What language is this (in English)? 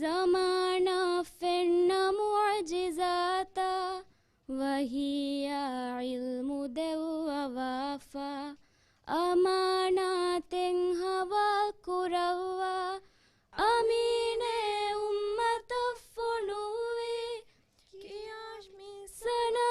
Divehi